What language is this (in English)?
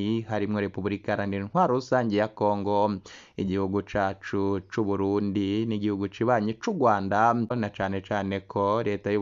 Rundi